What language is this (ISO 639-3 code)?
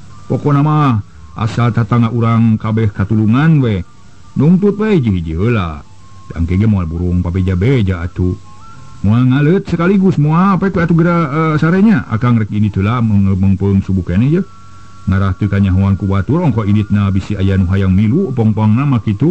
sun